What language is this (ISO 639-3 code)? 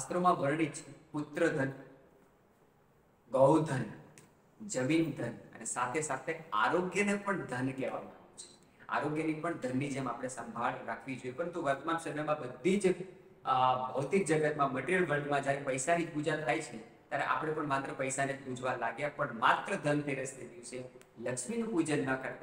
guj